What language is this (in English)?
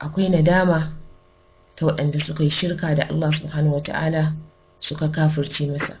Hausa